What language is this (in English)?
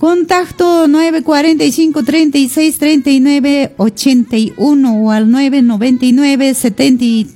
Quechua